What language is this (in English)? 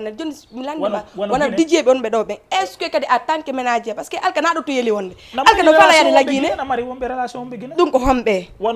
Fula